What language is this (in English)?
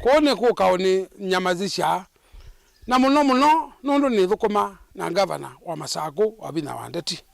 Kamba